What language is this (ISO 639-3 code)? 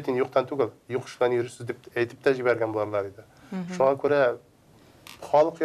tat